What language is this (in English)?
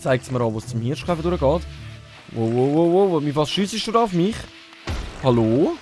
Swiss German